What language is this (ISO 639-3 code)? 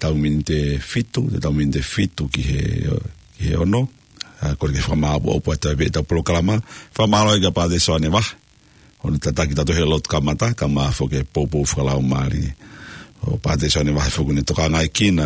ton